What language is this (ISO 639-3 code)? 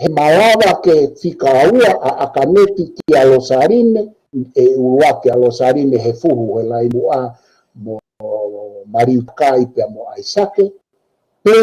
ton